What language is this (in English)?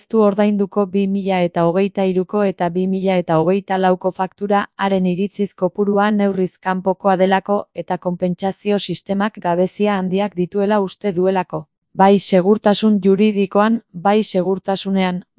Basque